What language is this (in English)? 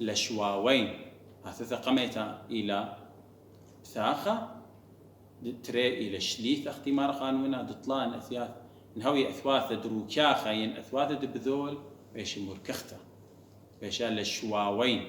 Assyrian Neo-Aramaic